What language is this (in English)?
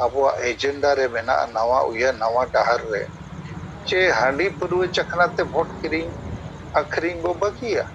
Santali